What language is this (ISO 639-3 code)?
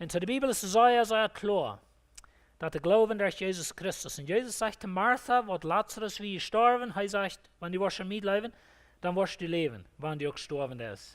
pdt